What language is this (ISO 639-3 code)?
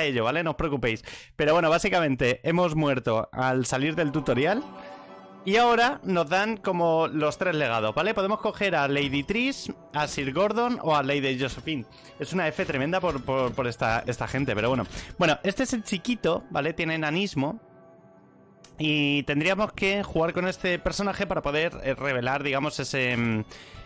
spa